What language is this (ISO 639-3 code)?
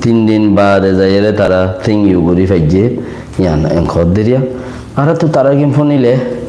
rhg